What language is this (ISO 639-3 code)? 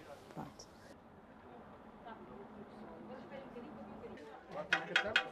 por